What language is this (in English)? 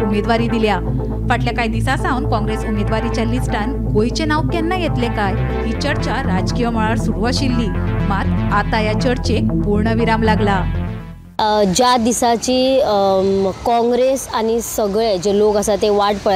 Konkani